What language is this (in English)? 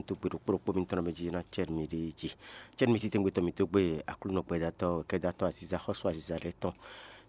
Fon